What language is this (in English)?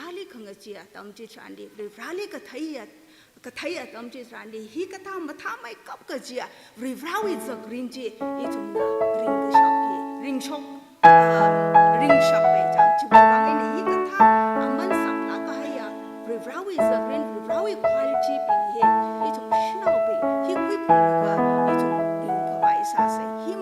Tangkhul Naga (India)